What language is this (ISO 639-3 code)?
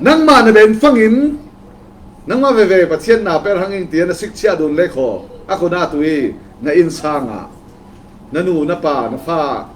cfm